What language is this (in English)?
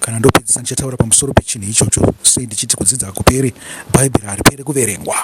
Shona